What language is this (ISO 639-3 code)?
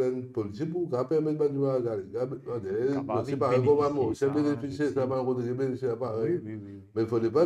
mfe